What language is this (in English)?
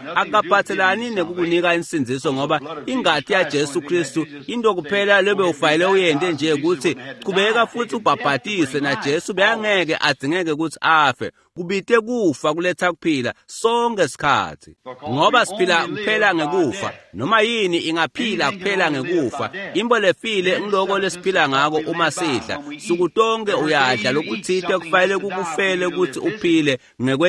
Swati